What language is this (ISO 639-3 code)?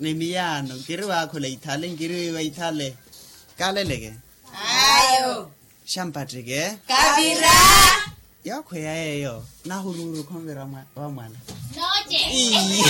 vmw